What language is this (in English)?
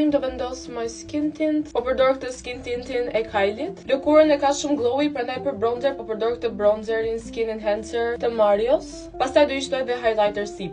Albanian